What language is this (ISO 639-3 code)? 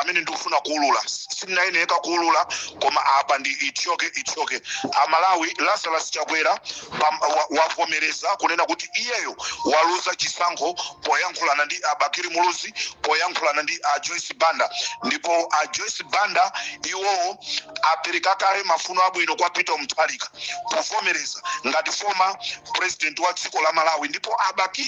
nya